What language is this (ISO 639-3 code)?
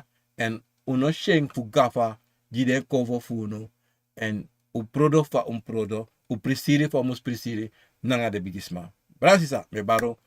srn